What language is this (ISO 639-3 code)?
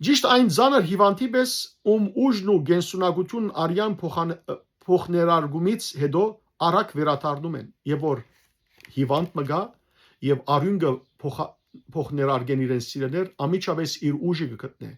hyw